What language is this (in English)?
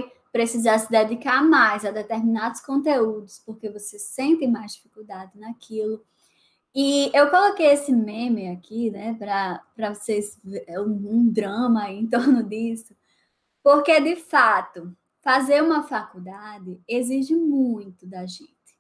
Portuguese